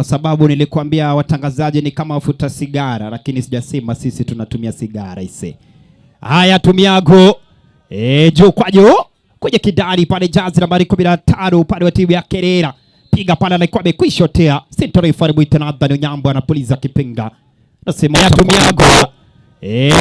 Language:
Gusii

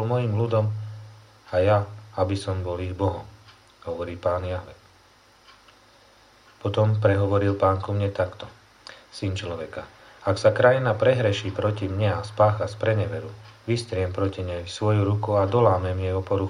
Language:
Slovak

